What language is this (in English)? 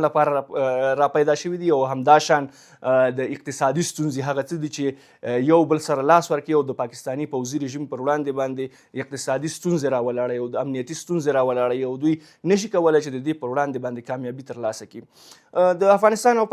Pashto